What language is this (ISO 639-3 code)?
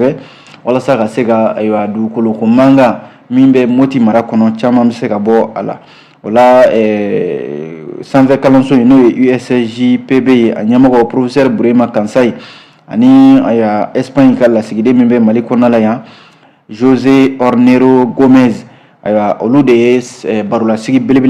bam